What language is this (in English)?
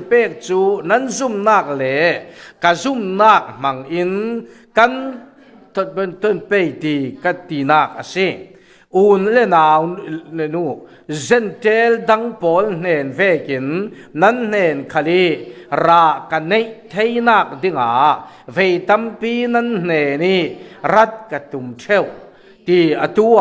Falam Chin